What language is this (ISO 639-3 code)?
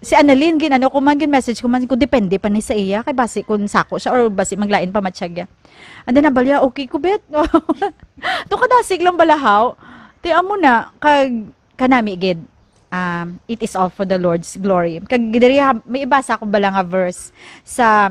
hil